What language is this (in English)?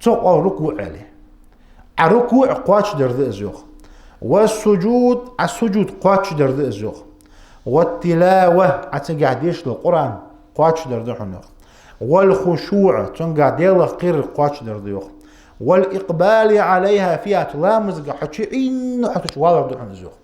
Ingush